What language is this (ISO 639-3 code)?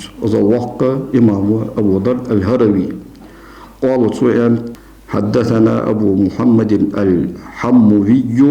inh